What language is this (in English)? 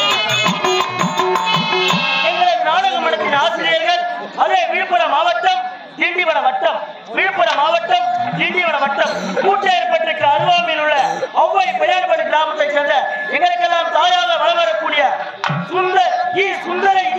Tamil